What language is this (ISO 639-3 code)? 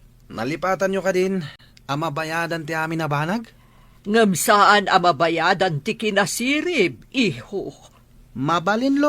ilo